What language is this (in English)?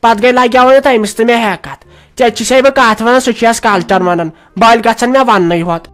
Kashmiri